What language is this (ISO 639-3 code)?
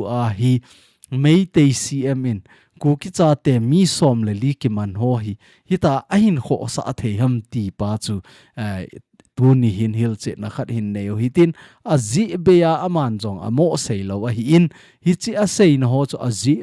tcz